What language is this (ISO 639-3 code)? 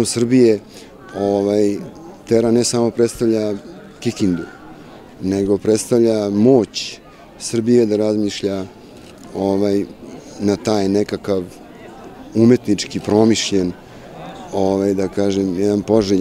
srp